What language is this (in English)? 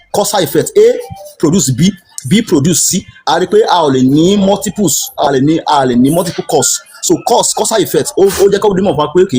Yoruba